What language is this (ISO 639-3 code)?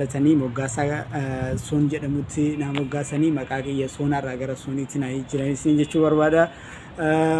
orm